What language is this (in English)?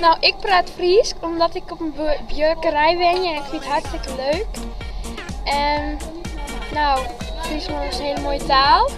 Western Frisian